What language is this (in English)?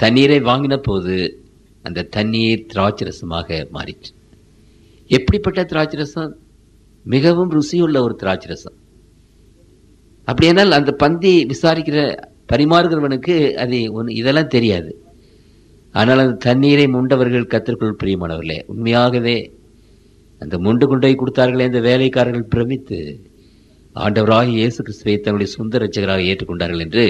Tamil